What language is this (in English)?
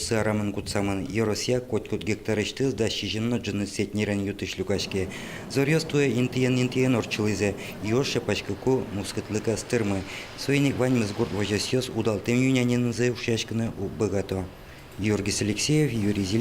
Udmurt